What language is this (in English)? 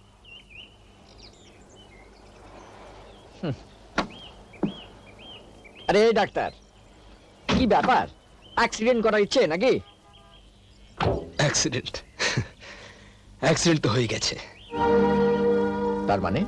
Bangla